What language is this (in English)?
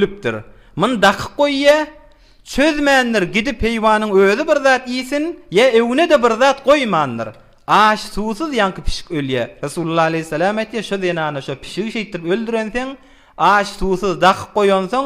Turkmen